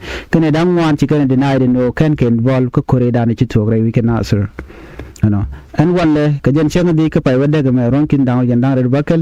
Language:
Nuer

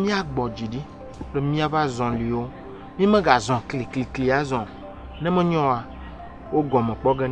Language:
Ewe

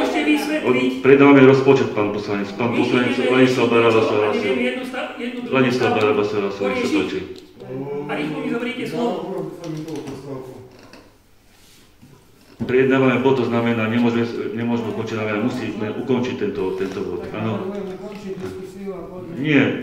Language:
Slovak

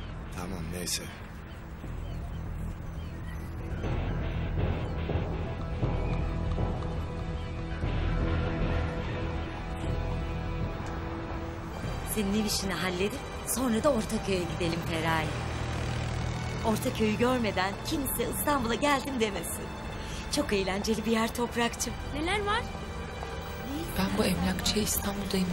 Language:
Turkish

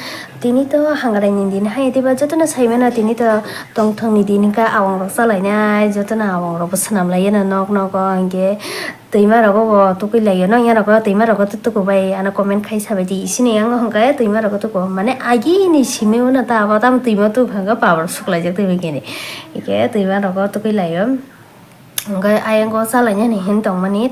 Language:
Kok Borok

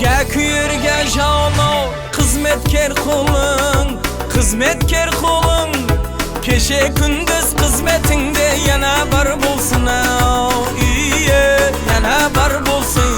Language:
Kara-Kalpak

